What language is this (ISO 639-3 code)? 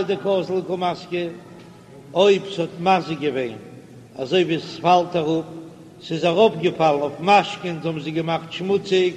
yid